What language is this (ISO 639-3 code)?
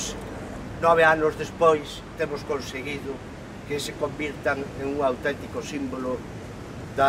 glg